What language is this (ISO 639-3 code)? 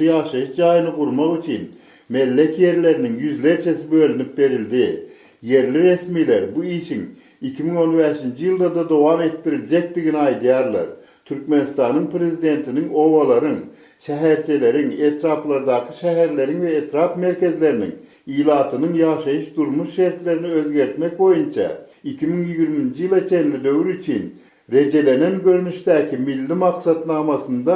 tuk